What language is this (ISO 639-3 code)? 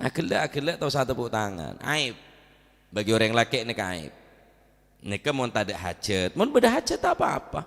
mad